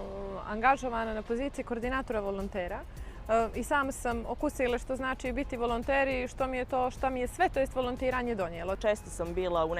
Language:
Bosnian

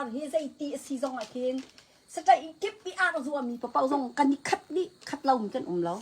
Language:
Hakha Chin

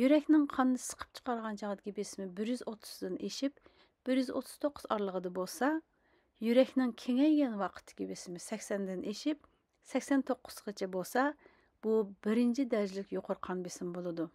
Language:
Uyghur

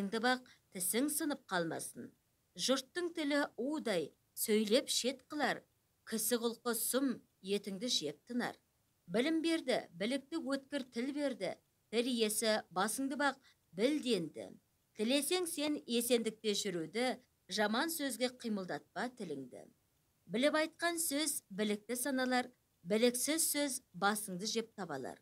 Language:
Kazakh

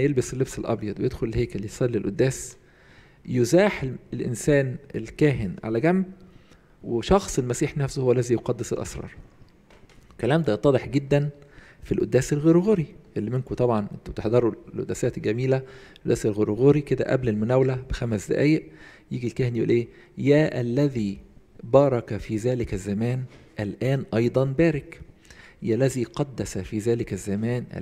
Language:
Egyptian Arabic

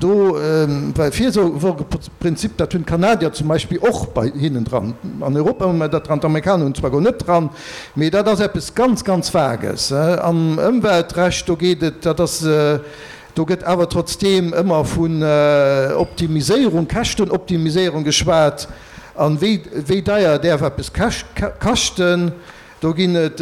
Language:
Luxembourgish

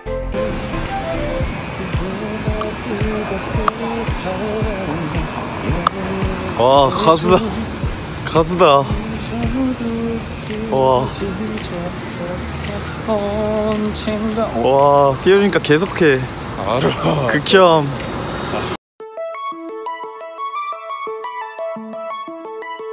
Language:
Korean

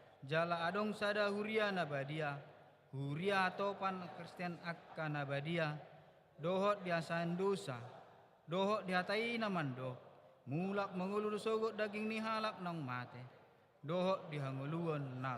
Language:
Batak Toba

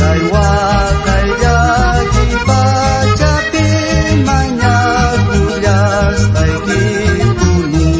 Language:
South Bolivian Quechua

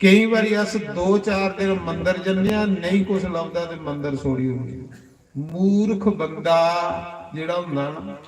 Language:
Dogri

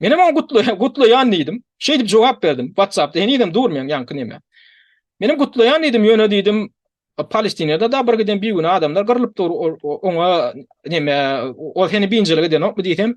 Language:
Turkmen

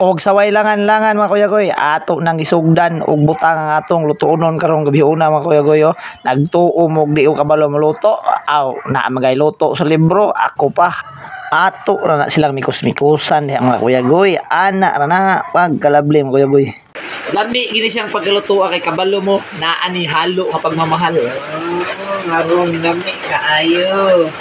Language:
Cebuano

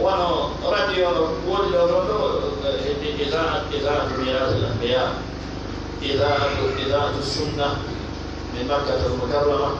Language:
Fula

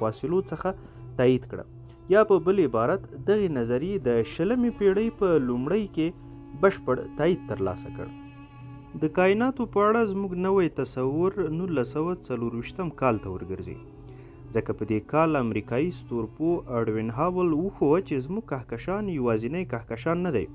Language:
Pashto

